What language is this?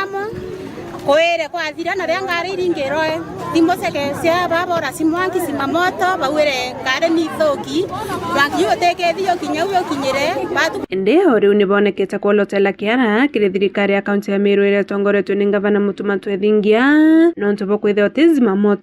Meru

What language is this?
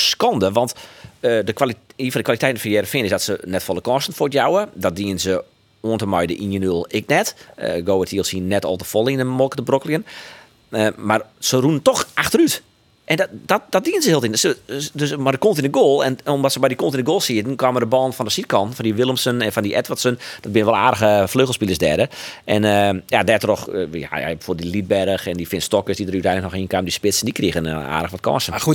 Western Frisian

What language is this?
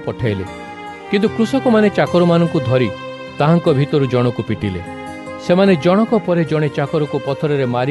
Odia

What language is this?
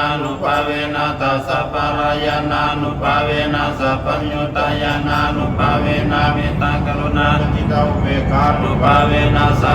Pali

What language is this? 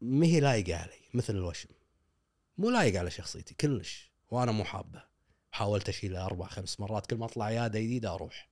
Gulf Arabic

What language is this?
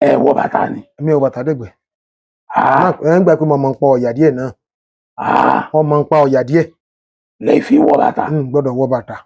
Yoruba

